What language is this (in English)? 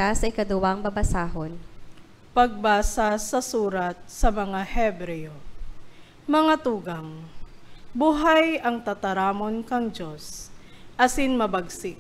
Bikol